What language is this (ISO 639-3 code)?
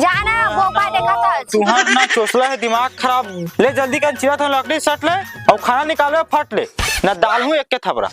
hne